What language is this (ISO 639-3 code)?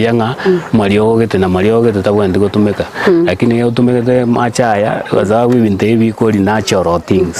guz